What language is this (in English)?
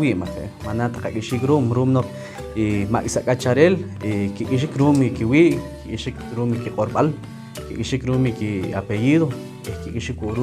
Poqomchi'